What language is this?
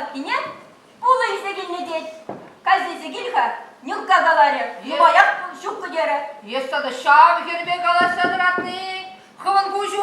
Chuvash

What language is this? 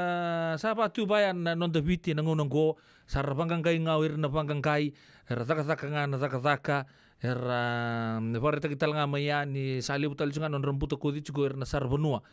Fijian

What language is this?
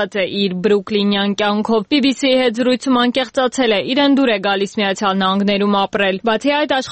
Armenian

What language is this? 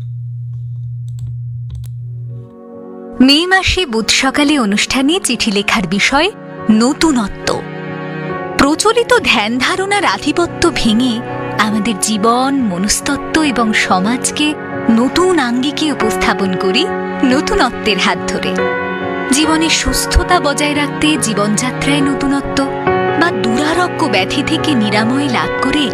Bangla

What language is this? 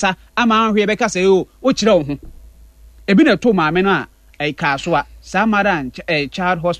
Akan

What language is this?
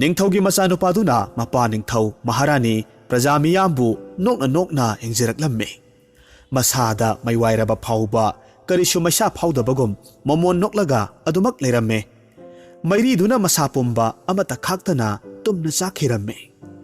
Manipuri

